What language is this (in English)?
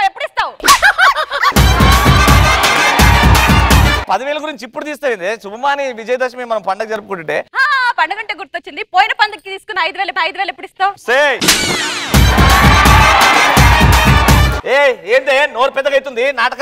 Telugu